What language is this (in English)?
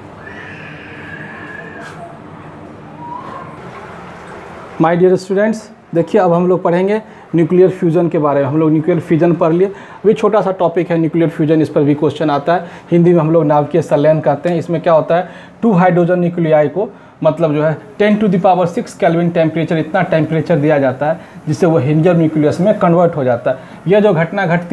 Hindi